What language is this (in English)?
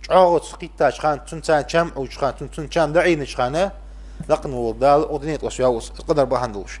Ingush